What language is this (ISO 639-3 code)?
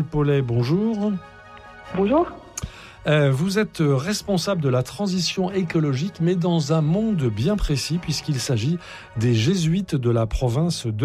fra